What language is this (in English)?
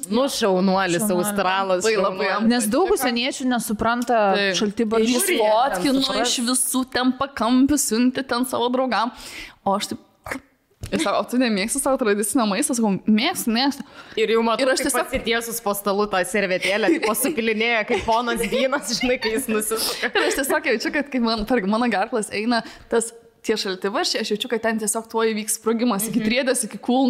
Lithuanian